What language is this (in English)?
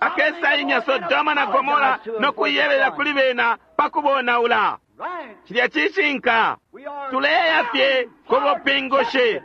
Bemba